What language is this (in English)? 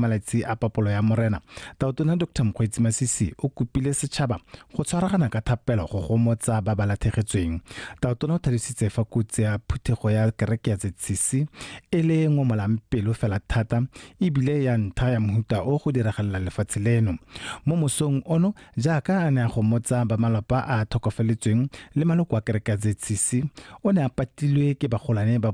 Tswana